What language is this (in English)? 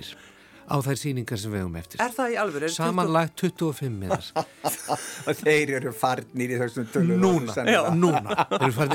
Icelandic